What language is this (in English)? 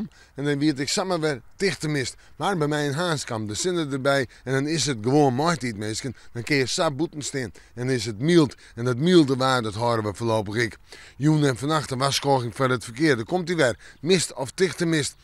Western Frisian